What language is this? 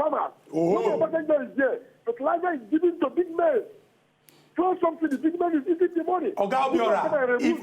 Nigerian Pidgin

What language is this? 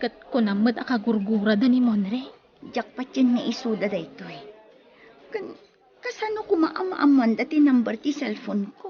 Iloko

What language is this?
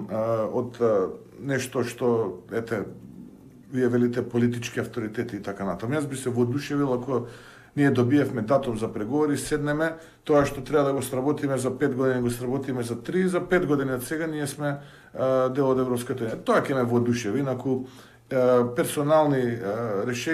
Macedonian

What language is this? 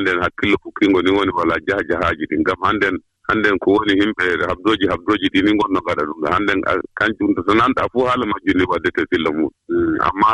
Fula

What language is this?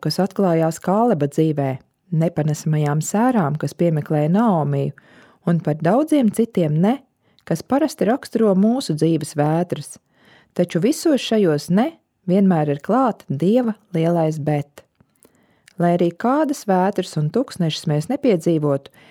Latvian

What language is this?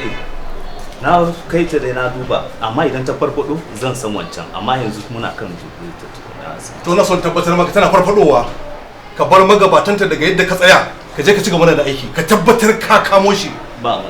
Hausa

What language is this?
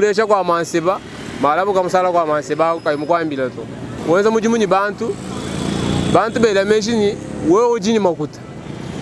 Luba-Lulua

